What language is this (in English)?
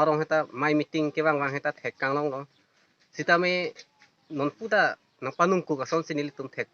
Karbi